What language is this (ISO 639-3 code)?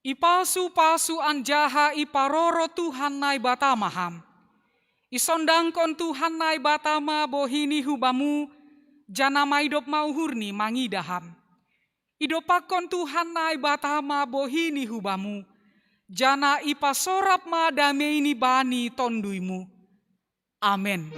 bts